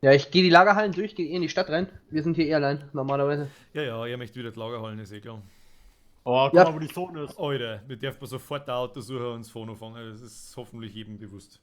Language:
Bavarian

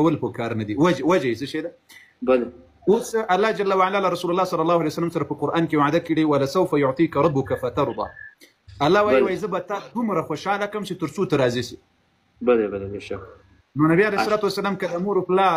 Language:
Pashto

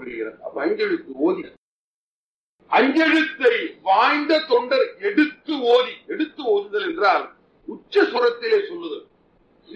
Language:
Tamil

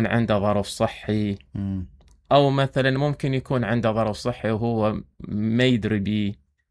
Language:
Mesopotamian Arabic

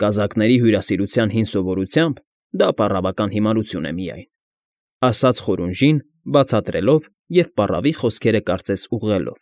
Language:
Armenian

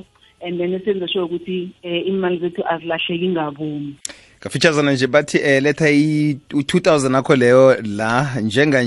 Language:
South Ndebele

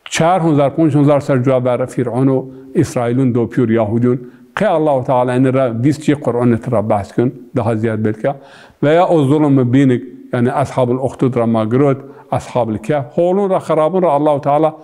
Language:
Zaza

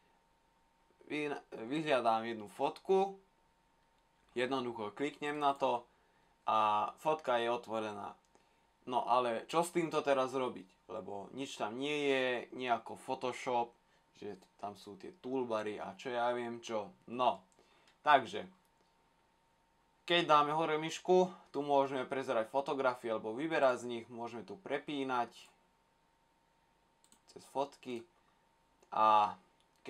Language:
Slovak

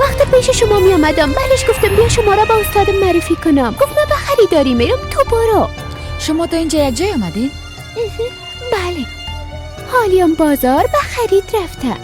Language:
Persian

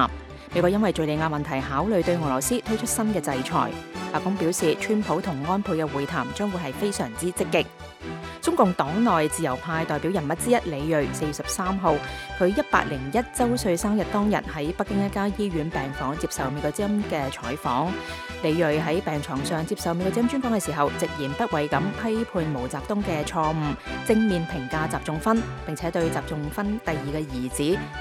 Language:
Cantonese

